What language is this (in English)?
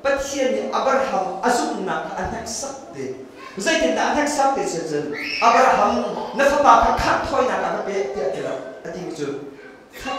Hakha Chin